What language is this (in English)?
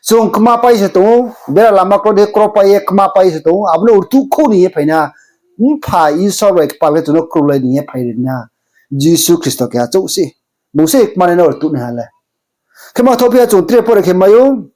Riang (India)